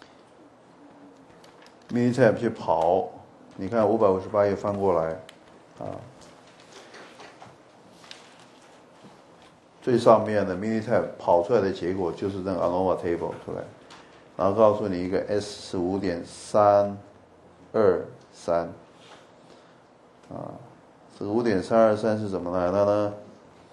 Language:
Chinese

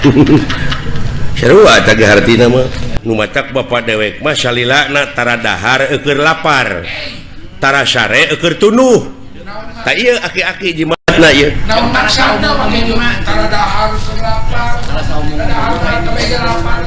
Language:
Sundanese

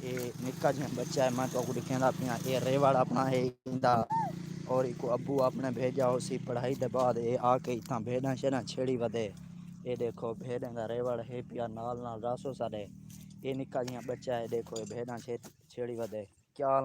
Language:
Saraiki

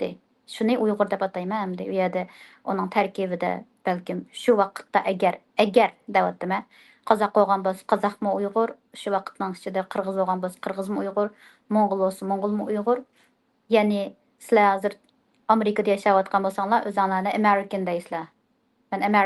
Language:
Uyghur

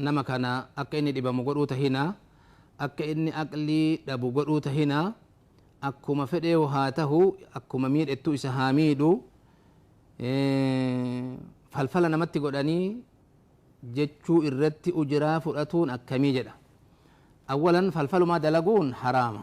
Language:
Oromo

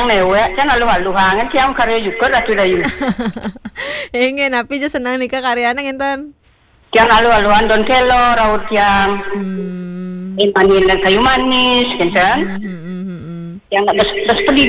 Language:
Balinese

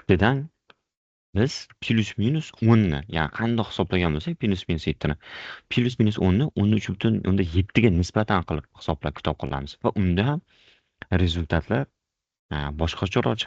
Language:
Uzbek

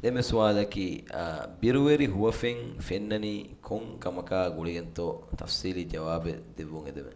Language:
Divehi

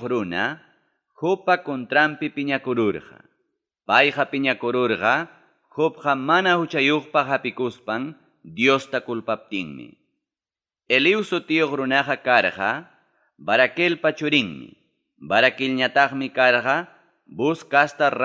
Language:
Ayacucho Quechua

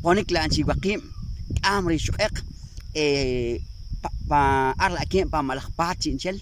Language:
Poqomchi'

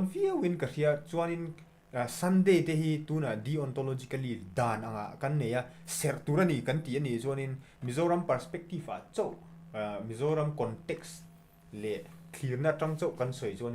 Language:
Mizo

